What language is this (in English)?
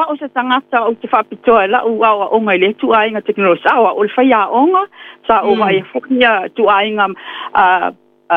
Samoan